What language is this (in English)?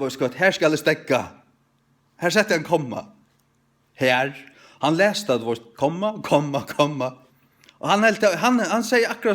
Faroese